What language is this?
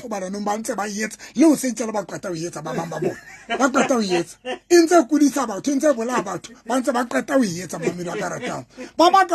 Southern Sotho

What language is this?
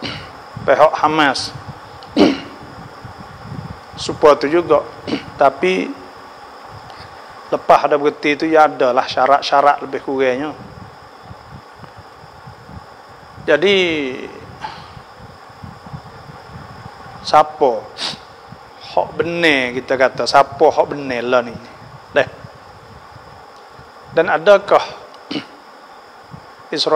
Pattani Malay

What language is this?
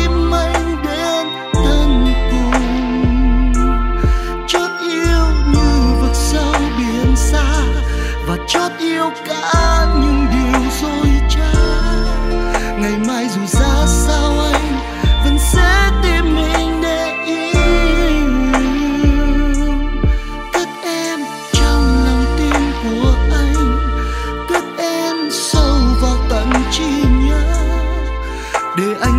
Vietnamese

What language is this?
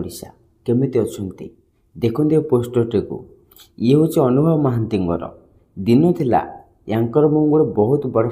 Odia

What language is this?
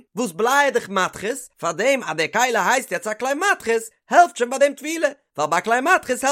Yiddish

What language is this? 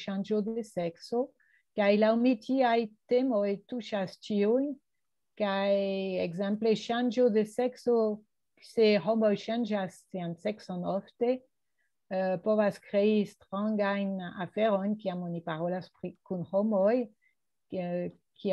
Esperanto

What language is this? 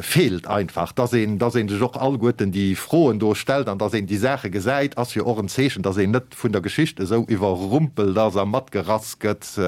Luxembourgish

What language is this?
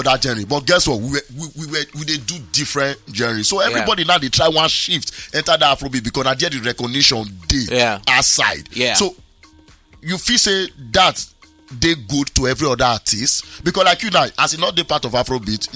Nigerian Pidgin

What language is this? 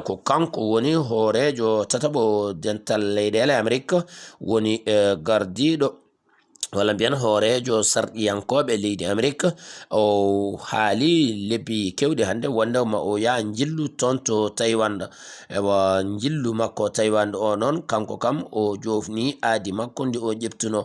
Fula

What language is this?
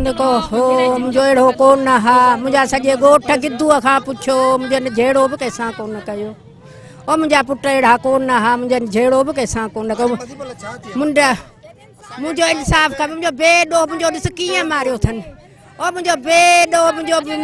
Sindhi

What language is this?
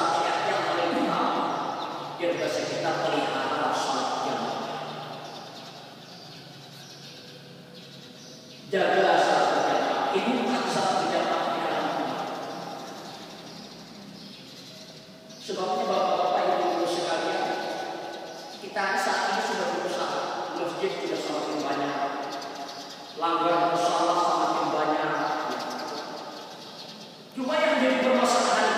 Indonesian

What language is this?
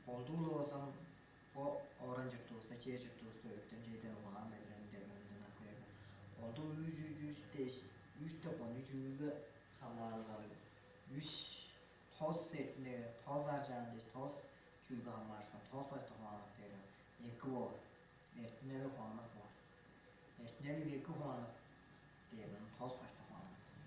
Tuvinian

